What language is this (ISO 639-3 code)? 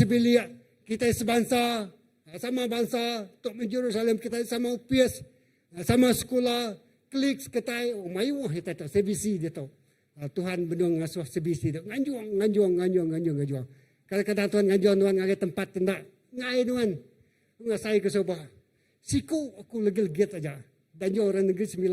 iba